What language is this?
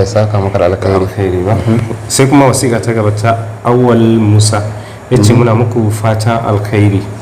Hausa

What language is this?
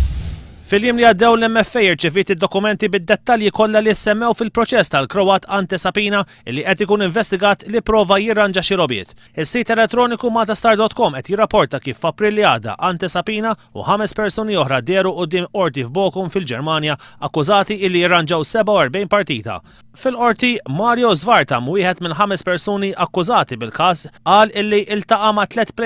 Maltese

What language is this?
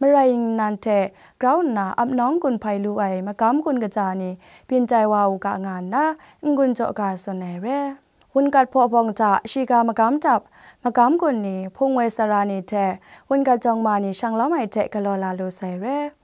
Kachin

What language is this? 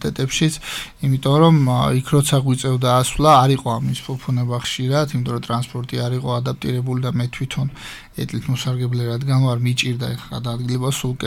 Georgian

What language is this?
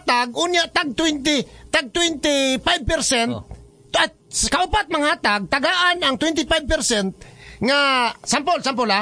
Cebuano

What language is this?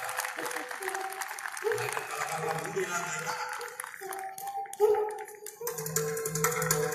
Marathi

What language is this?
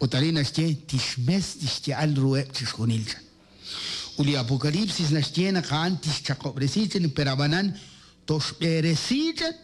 Kekchí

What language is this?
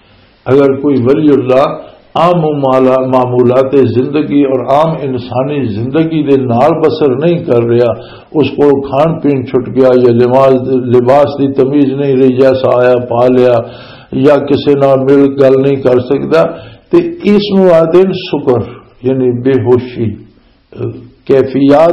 Western Panjabi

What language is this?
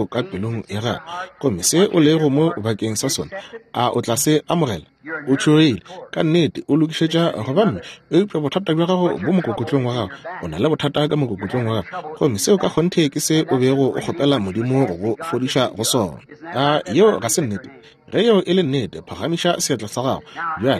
Northern Sotho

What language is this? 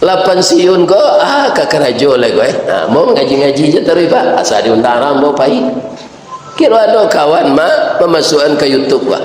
Minangkabau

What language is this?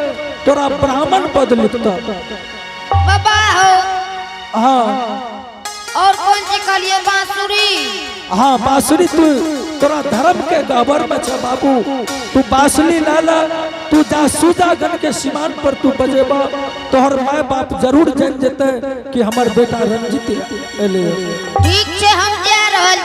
Angika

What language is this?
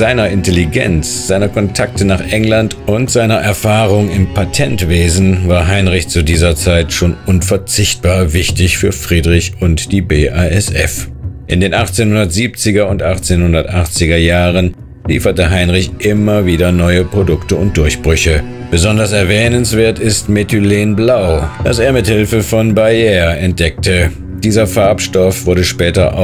German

